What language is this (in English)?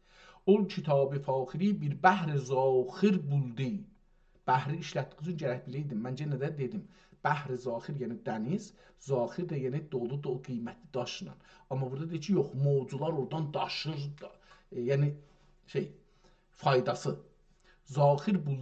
South Azerbaijani